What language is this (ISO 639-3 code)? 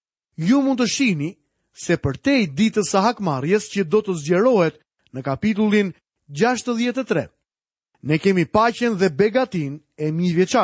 sqi